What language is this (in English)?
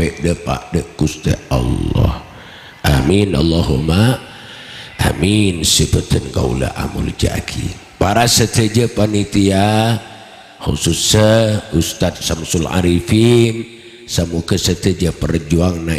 Madurese